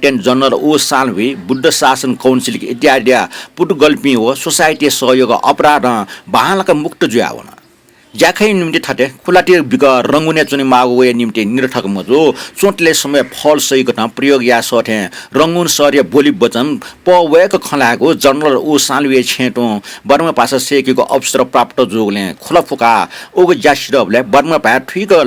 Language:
Newari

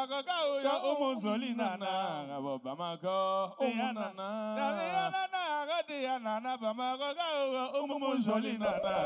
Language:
Bambara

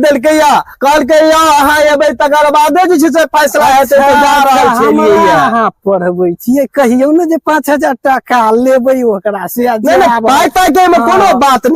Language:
Maithili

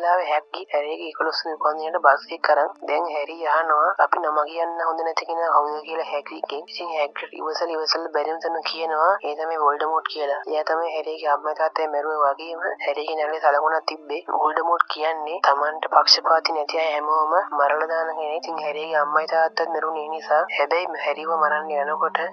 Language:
Sinhala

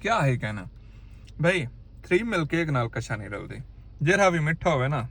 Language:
Saraiki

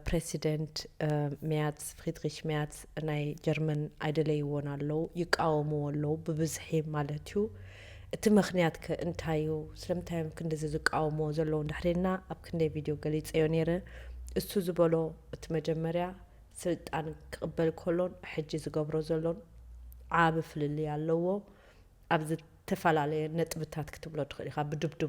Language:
Tigrinya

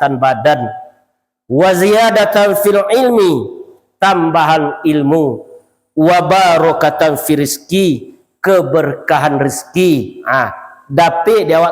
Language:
Minangkabau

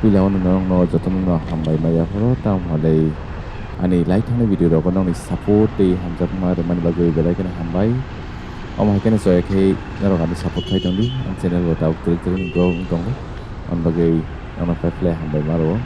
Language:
Kok Borok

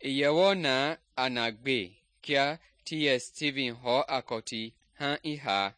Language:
Mende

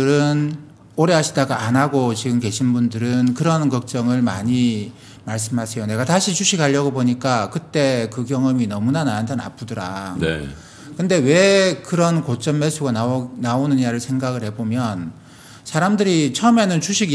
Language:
Korean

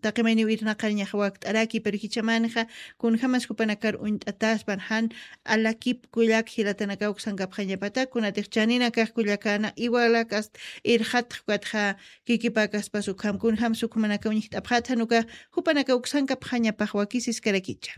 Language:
Aymara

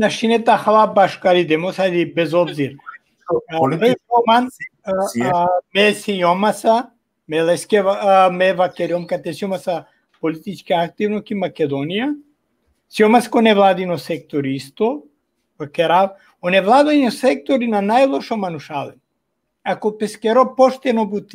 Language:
Balkan Romani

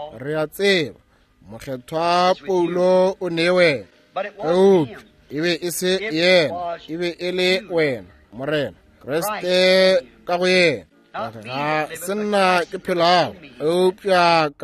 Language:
Northern Sotho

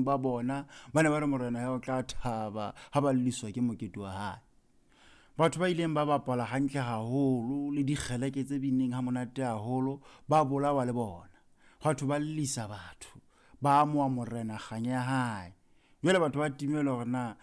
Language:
Southern Sotho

